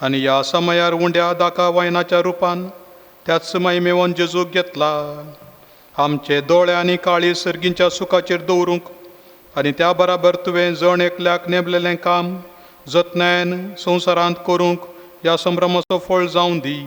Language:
Konkani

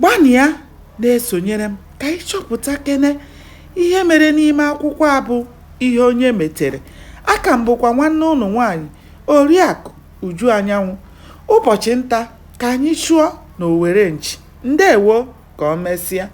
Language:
Igbo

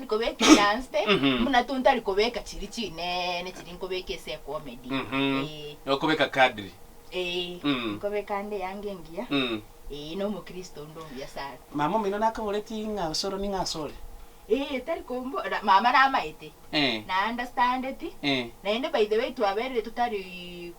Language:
Gusii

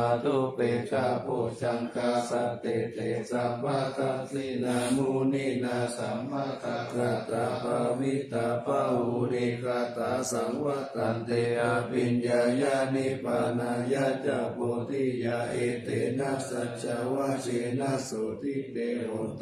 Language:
Pali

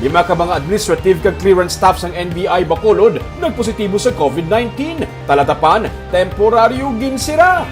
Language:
Hiligaynon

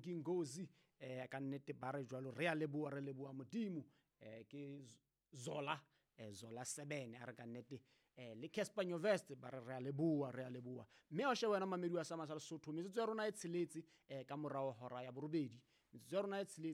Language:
Southern Sotho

